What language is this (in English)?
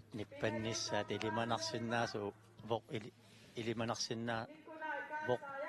Kalaallisut